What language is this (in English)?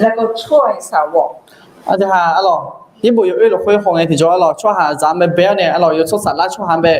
Akha